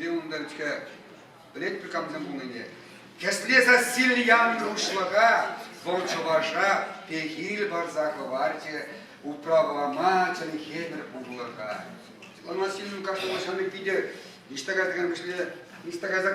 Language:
Chuvash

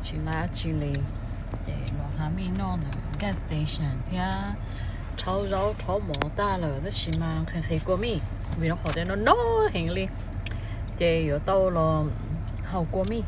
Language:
Hmong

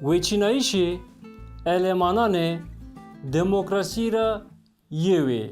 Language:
Zaza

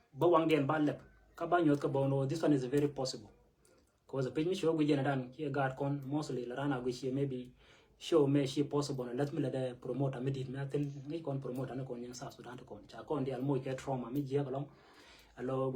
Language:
Nuer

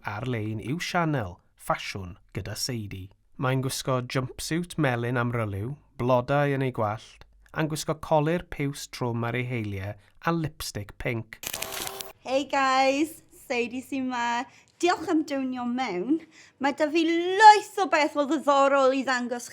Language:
Welsh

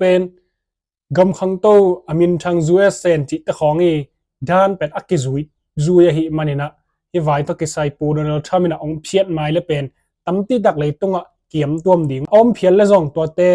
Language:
Tedim Chin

